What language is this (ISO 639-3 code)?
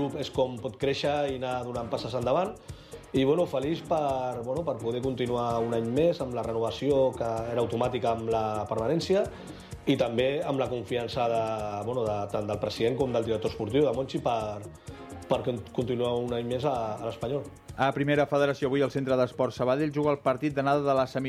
cat